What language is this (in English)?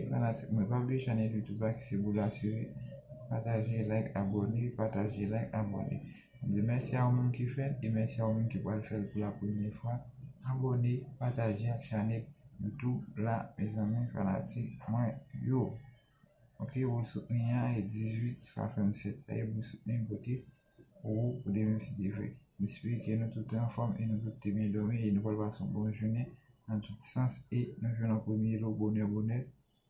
Haitian Creole